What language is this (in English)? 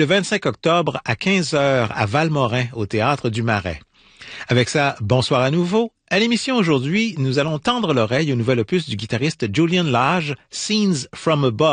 French